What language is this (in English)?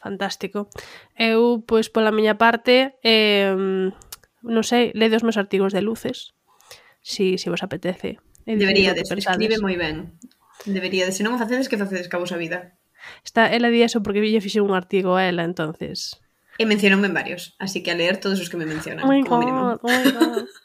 Galician